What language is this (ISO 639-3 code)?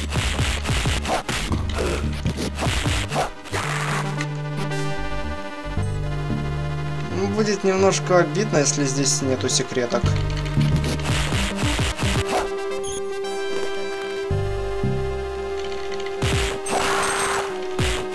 rus